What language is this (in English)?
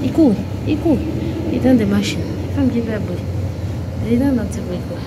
Haitian Creole